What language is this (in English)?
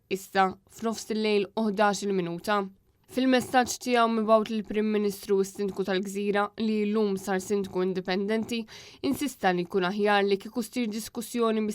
Maltese